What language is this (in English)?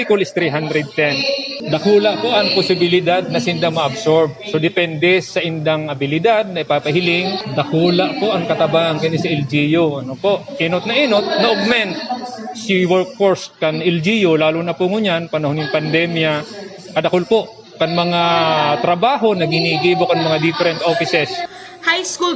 Bikol